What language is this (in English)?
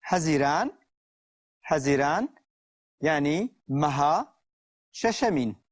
Kurdish